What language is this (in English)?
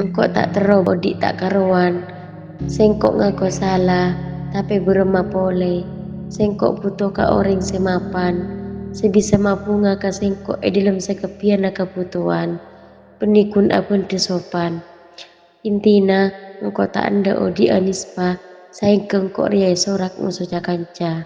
Madurese